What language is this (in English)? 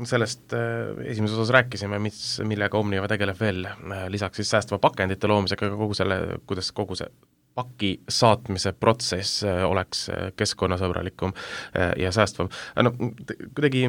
Estonian